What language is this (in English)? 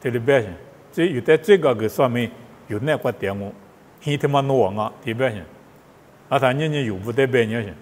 Lisu